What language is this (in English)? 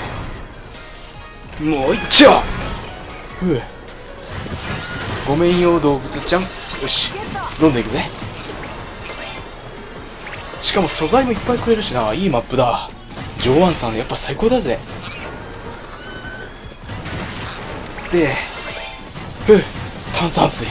Japanese